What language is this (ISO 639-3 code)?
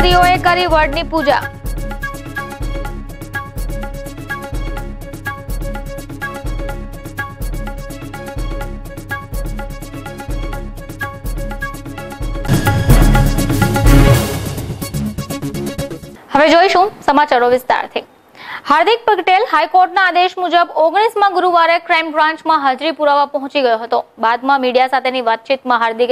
guj